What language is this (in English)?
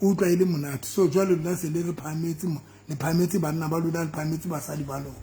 Southern Sotho